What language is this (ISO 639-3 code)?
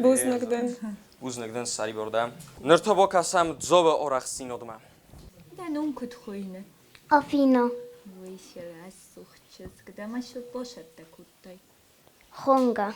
oss